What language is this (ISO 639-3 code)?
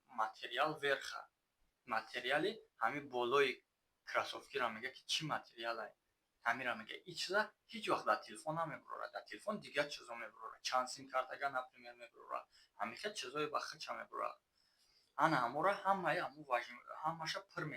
tgk